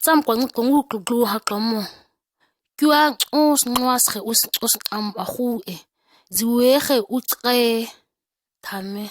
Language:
ǁGana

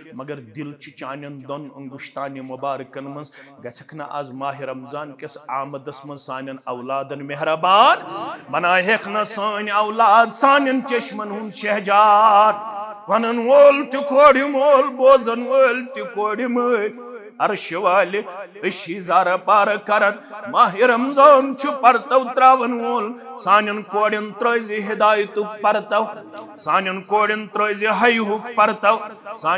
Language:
Kashmiri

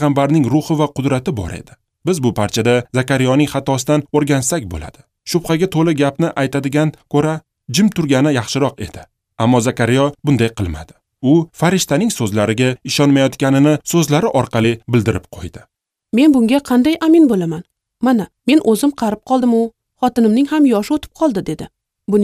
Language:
Uzbek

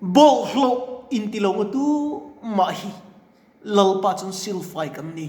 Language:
Mizo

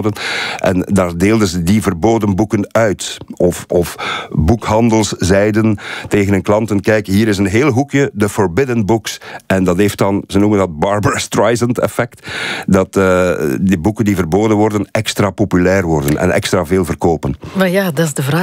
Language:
Dutch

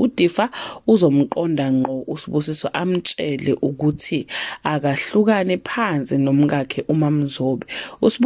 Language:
Zulu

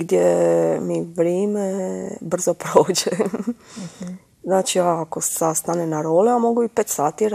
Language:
Croatian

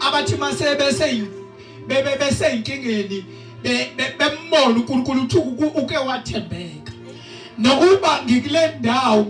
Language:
Zulu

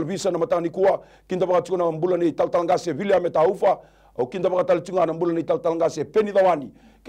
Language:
Fijian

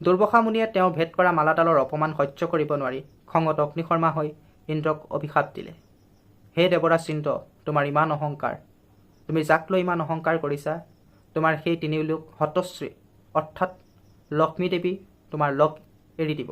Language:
Assamese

